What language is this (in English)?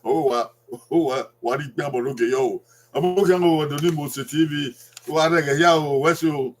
Bini